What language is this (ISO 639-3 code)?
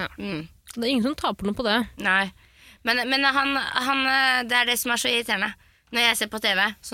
nor